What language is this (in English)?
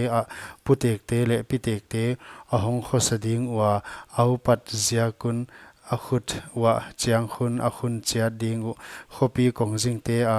Paite Chin